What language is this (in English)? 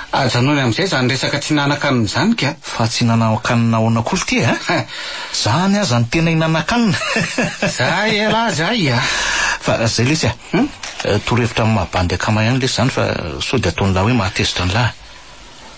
Malagasy